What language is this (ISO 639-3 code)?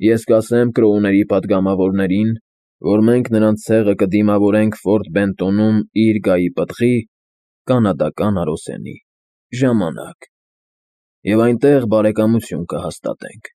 hye